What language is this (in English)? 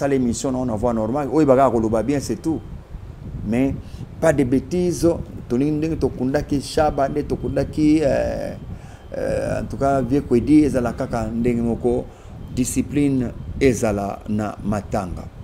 Lingala